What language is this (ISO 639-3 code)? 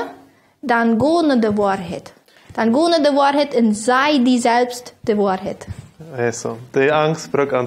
pdt